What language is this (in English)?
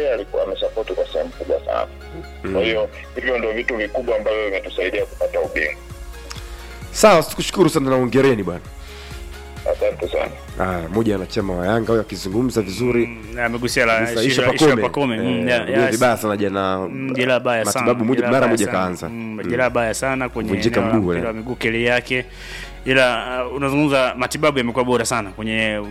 Swahili